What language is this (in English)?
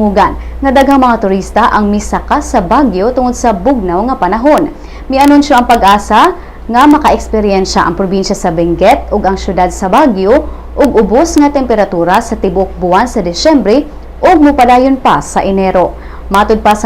Cebuano